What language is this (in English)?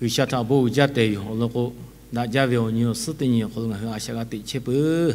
Lahu